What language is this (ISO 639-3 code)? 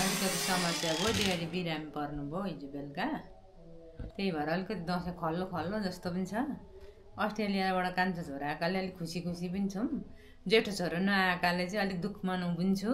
nep